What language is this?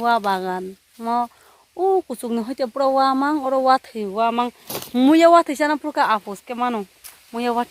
Kok Borok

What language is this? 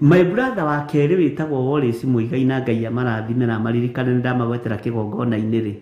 Kikuyu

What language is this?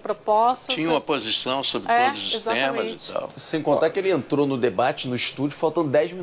Portuguese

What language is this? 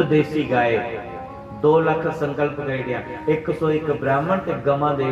Dogri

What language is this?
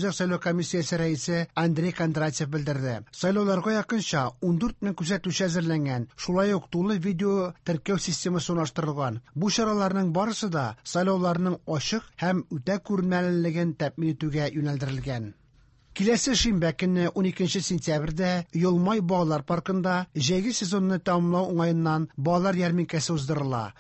Tatar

